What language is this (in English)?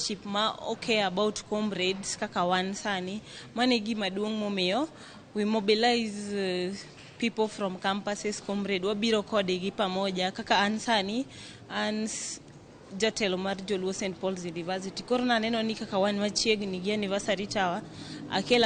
Luo (Kenya and Tanzania)